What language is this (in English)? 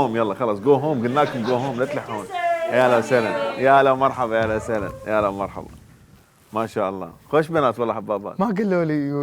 Mesopotamian Arabic